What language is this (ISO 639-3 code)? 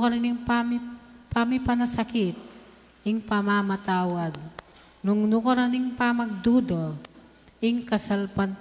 pam